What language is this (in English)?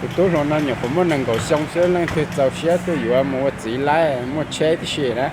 Hmong